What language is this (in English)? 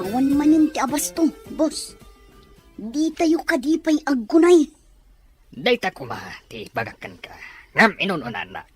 Iloko